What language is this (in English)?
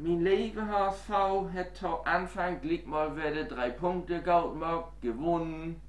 Low German